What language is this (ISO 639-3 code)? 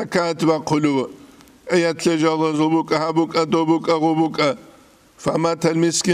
ava